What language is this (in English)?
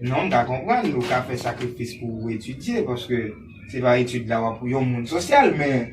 Haitian Creole